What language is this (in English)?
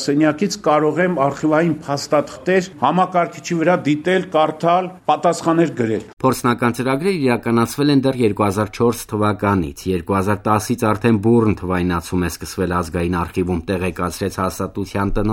Armenian